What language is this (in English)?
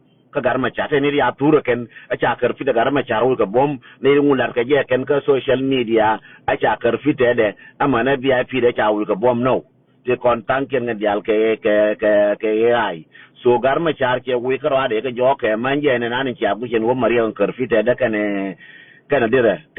Nuer